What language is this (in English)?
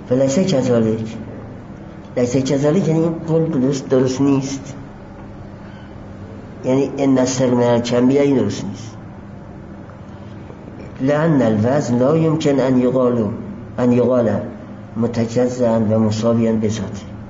Persian